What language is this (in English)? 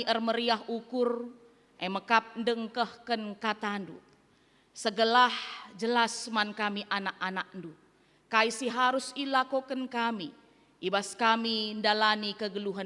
Batak Karo